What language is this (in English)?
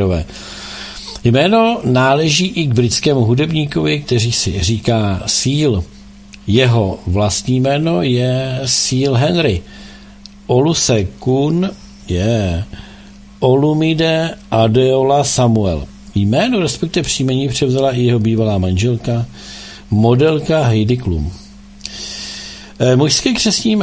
Czech